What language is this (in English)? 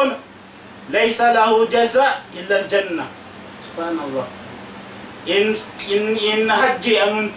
Tausug